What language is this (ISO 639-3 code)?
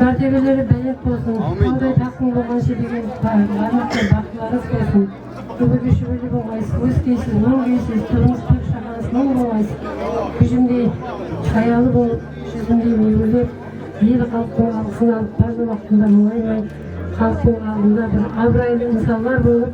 kaa